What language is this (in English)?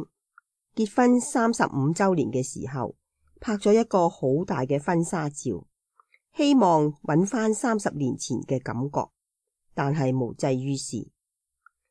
Cantonese